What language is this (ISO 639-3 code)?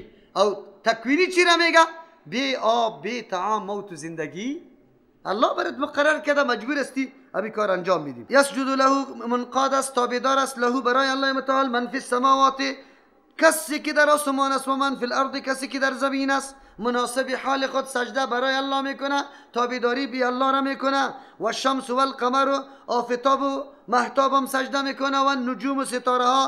fas